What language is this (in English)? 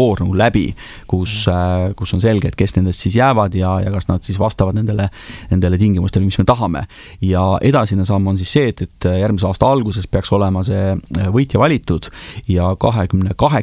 Estonian